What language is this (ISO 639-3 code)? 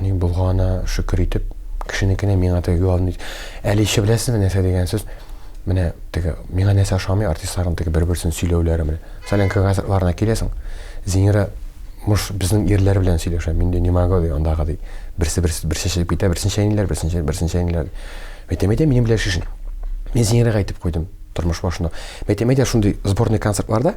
tat